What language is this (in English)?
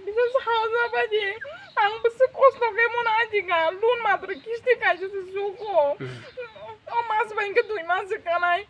Kok Borok